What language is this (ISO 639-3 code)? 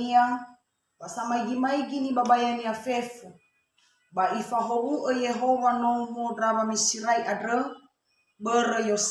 nia